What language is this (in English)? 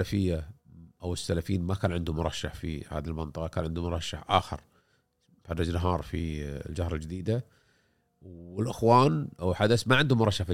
Gulf Arabic